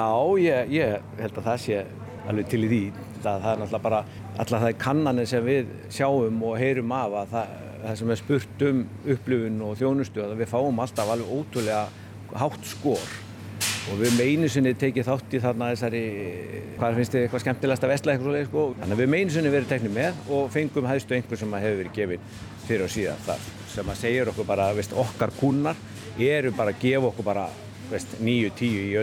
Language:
Icelandic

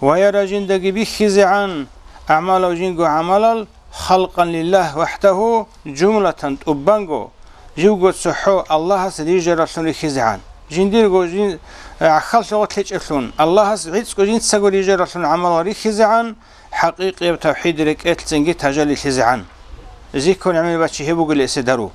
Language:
Avaric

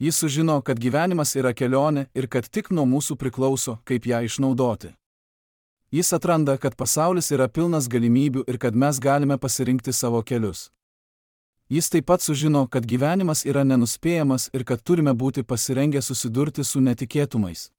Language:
Lithuanian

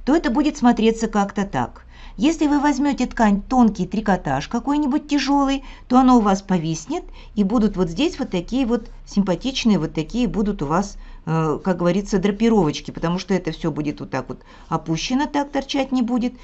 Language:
Russian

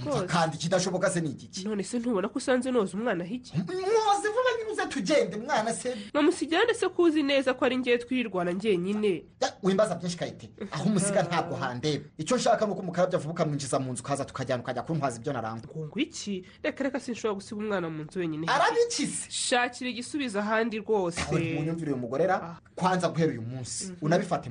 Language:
Kinyarwanda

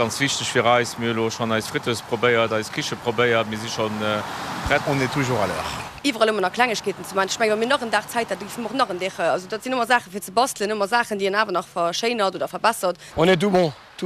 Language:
Luxembourgish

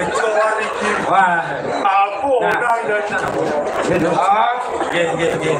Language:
Balinese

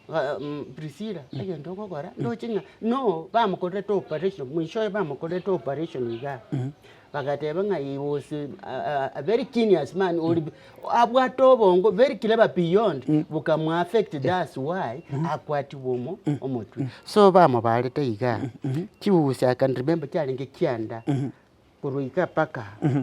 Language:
Gusii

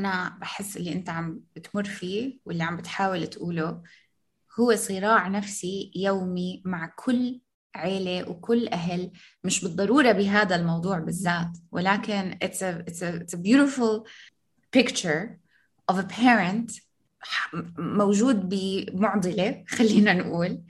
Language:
North Levantine Arabic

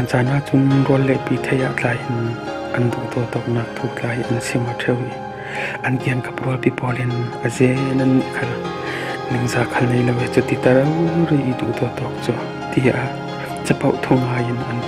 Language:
Falam Chin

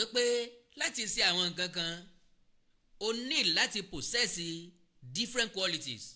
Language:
Yoruba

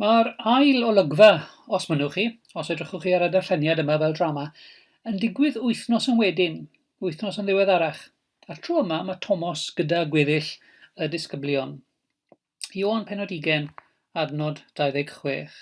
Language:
Welsh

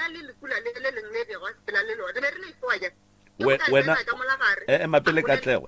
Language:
Northern Sotho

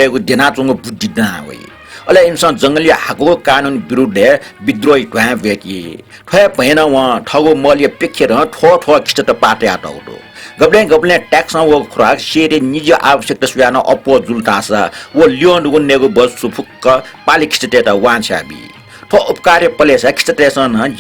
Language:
Newari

